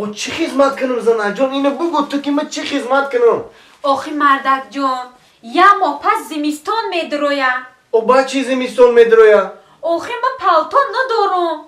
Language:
Tajik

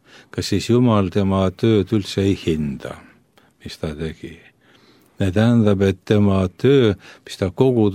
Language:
Estonian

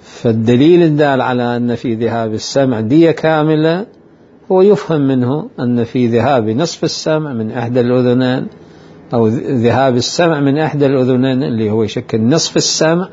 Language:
Mesopotamian Arabic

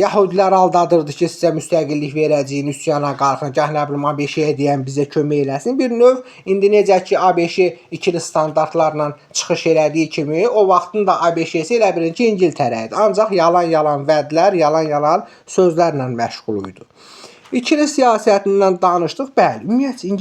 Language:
Azerbaijani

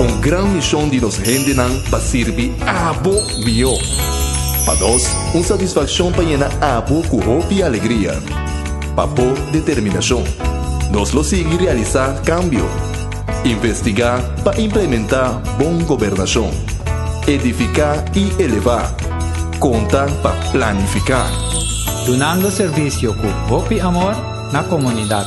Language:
Papiamento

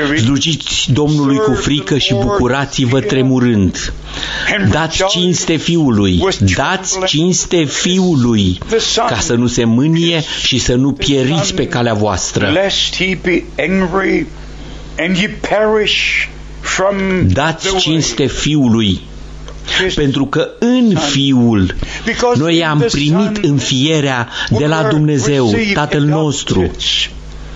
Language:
Romanian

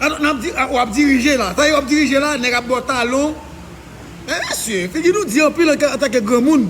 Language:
Haitian Creole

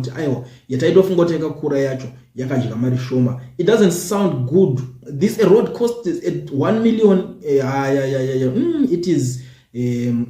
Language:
Shona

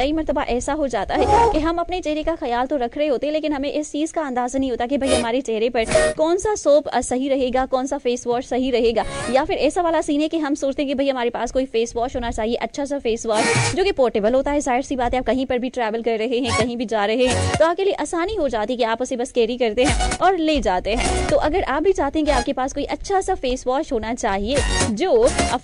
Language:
Hindi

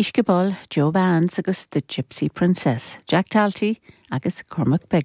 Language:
Irish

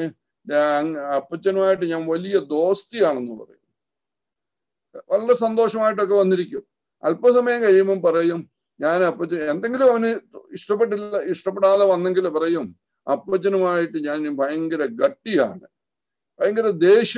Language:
Malayalam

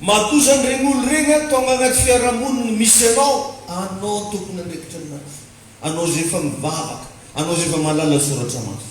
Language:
Malagasy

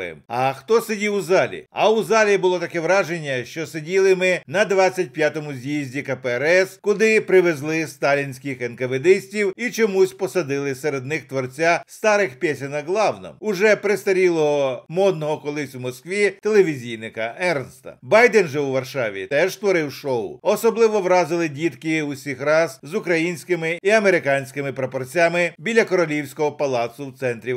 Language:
Ukrainian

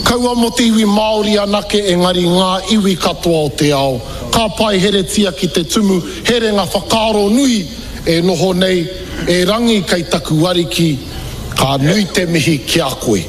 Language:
Māori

